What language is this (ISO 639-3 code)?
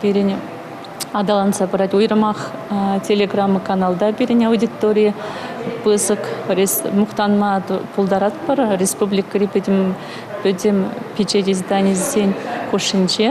chv